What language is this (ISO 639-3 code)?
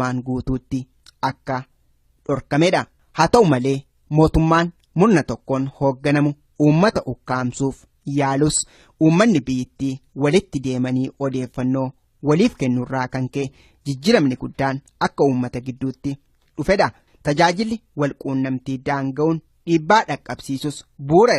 orm